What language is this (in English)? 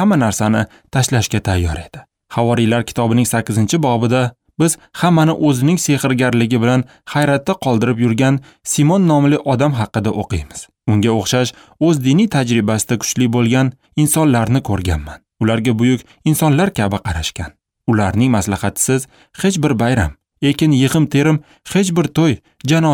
Uzbek